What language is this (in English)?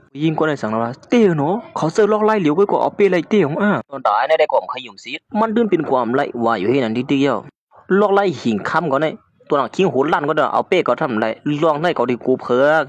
Shan